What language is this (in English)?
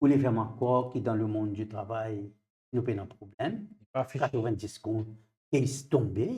Morisyen